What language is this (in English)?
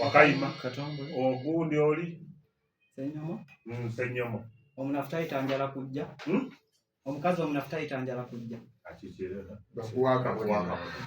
Ganda